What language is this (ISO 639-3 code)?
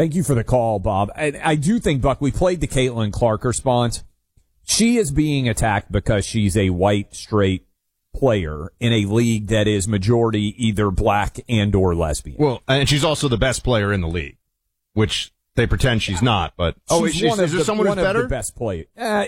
eng